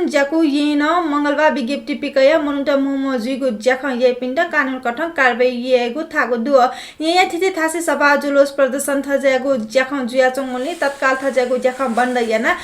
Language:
Newari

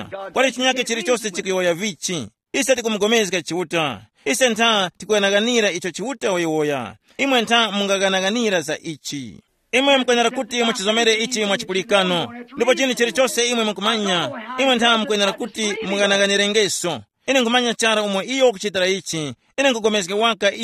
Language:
Tumbuka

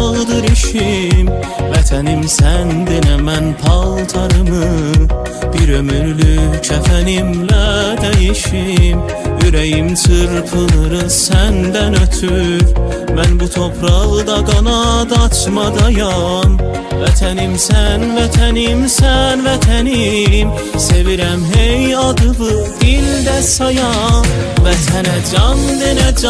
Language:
South Azerbaijani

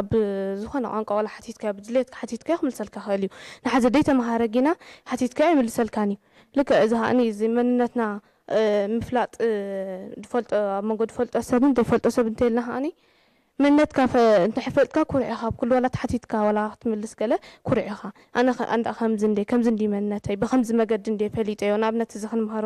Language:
Tigrinya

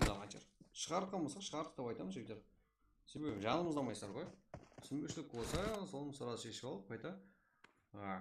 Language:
Kara-Kalpak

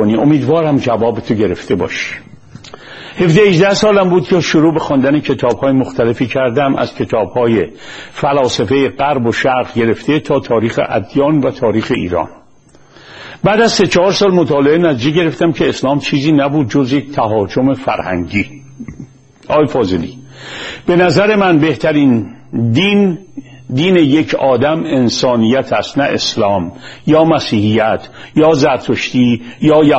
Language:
Persian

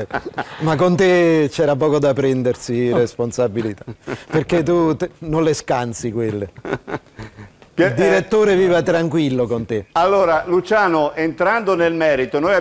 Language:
Italian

